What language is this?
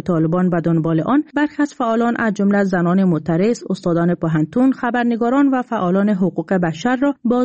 Persian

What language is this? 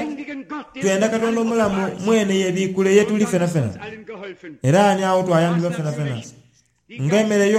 Soga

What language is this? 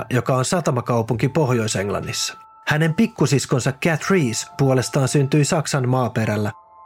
Finnish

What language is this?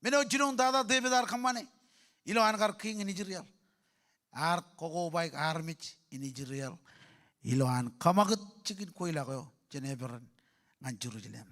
Marshallese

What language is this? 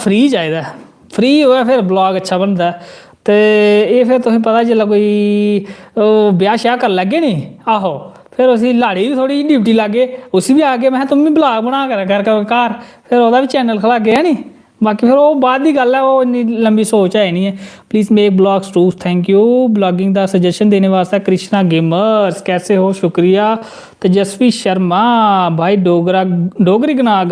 Dogri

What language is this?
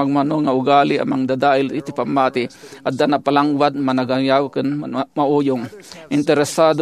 Iloko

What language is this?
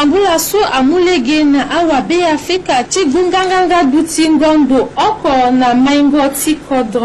Sango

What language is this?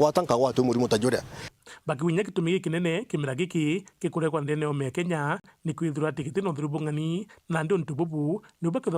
Meru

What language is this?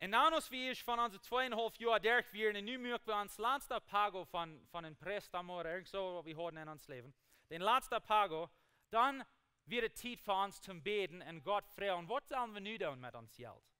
Plautdietsch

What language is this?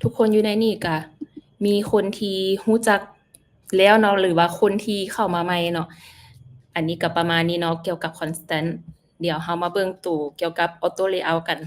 Lao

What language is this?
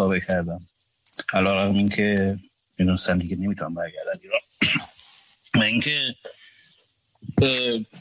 Persian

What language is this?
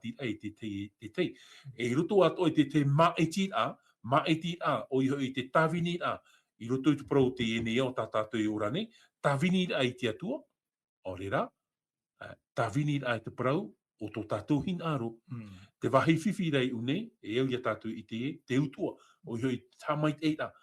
Tahitian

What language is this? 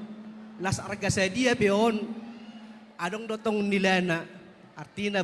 Batak Toba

